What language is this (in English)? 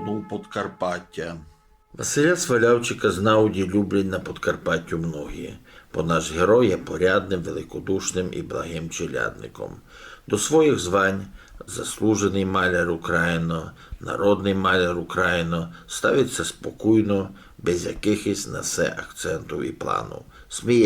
Rusyn